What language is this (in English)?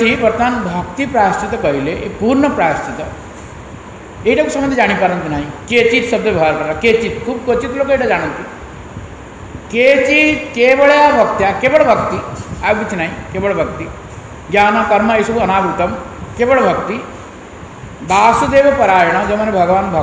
Odia